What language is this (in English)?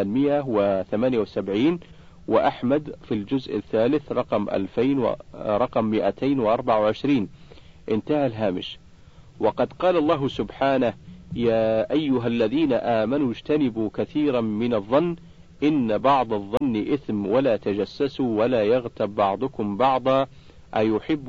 Arabic